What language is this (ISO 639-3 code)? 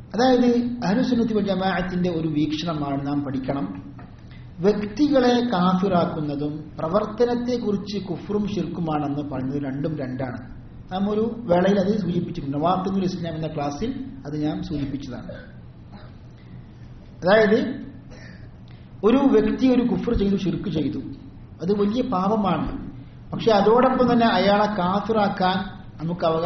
mal